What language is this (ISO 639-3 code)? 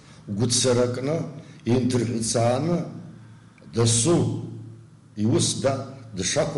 abk